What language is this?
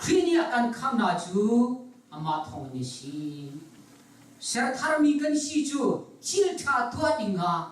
Hakha Chin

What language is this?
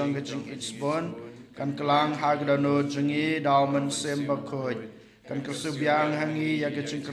Khasi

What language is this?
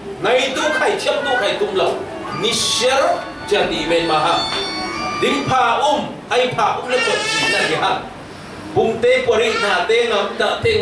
Falam Chin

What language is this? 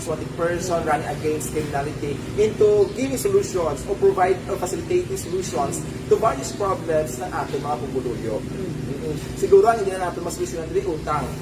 Hiligaynon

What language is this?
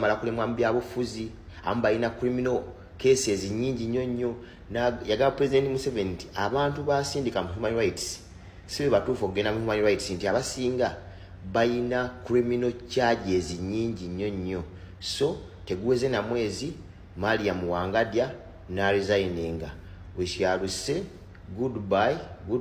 Ganda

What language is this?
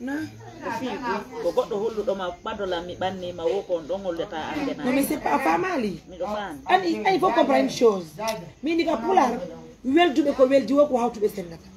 Pular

